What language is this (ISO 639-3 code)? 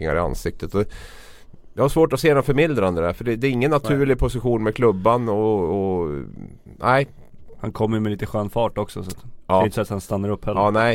swe